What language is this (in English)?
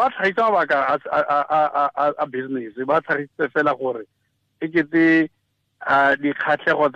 Tswana